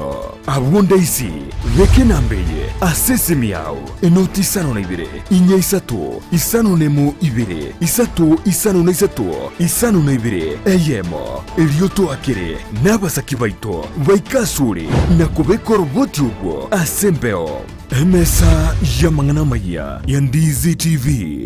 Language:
Gusii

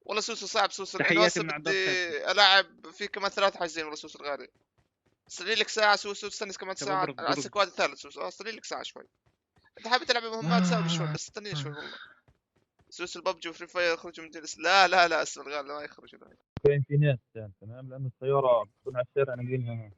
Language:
North Levantine Arabic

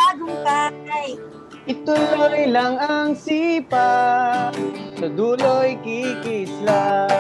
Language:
Filipino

